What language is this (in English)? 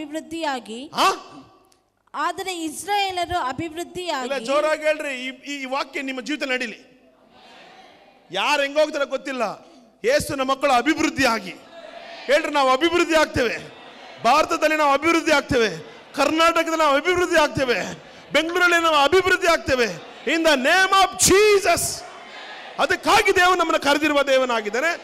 Kannada